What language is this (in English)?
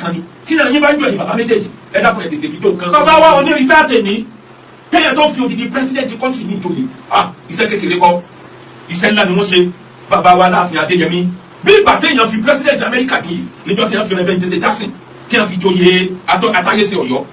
Yoruba